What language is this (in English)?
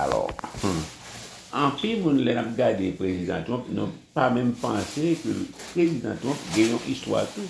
Haitian Creole